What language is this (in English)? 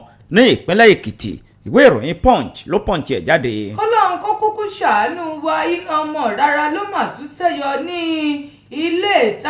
Yoruba